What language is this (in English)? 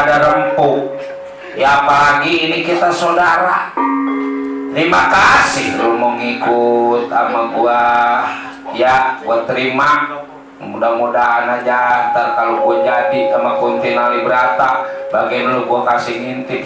Betawi